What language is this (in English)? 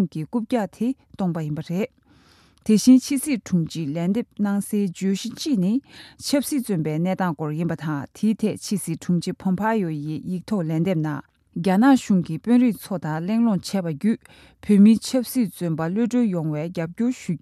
Tibetan